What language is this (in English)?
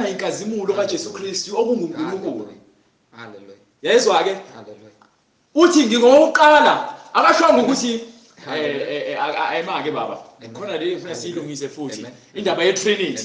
Zulu